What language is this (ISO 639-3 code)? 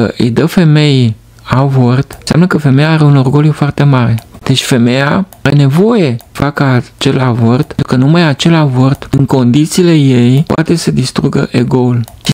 ron